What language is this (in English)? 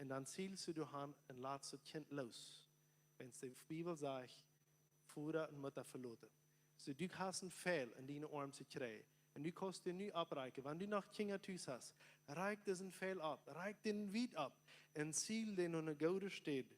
Plautdietsch